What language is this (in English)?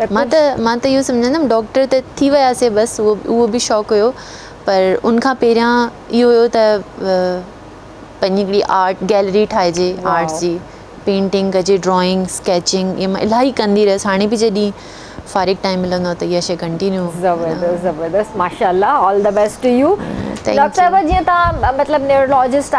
Sindhi